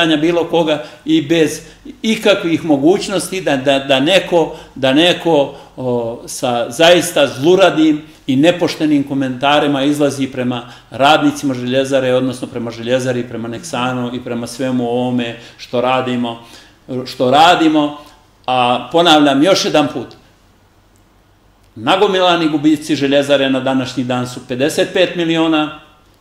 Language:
Serbian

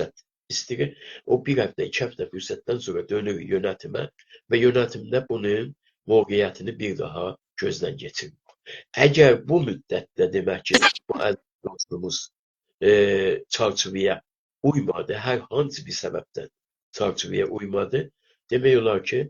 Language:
South Azerbaijani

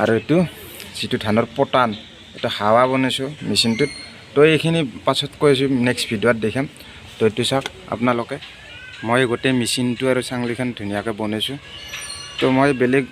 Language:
Assamese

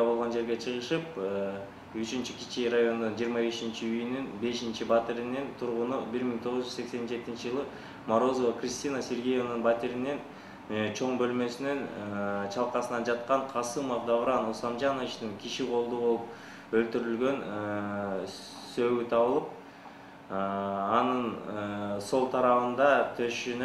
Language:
Kyrgyz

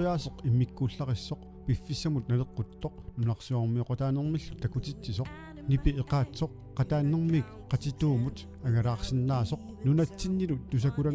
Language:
Kalaallisut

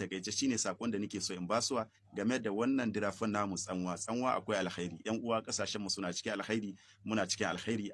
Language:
Hausa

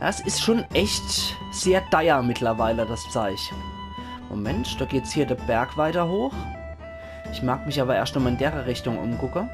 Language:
Palatine German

